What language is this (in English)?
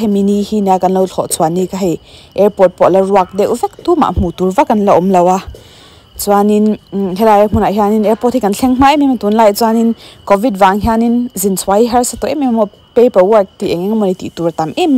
Mizo